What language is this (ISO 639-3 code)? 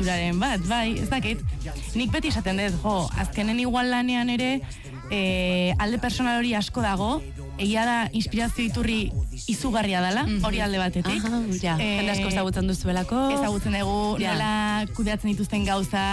eus